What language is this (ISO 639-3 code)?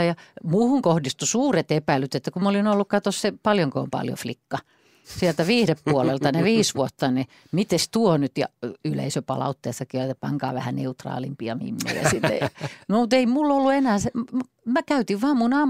fin